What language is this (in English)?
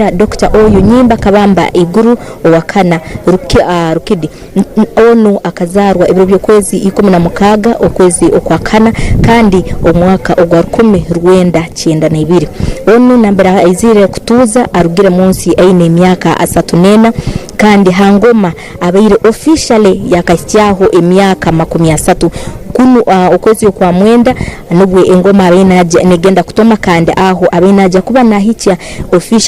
Tooro